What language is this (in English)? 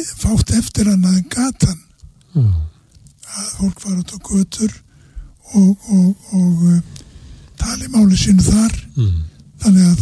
Icelandic